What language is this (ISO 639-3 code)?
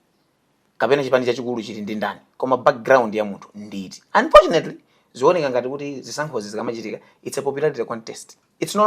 nya